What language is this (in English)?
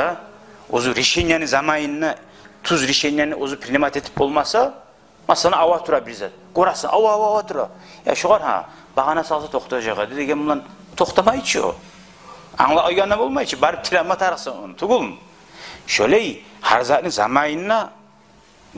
Kumyk